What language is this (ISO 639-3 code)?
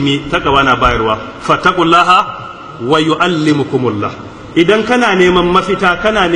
hau